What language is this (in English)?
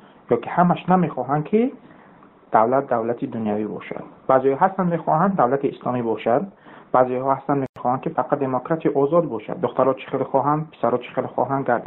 Tajik